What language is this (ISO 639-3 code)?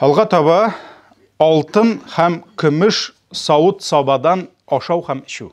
tat